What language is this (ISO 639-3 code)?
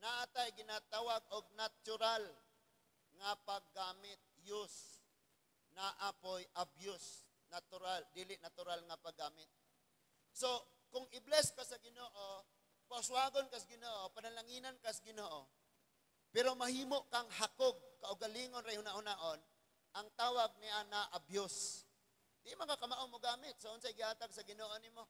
ceb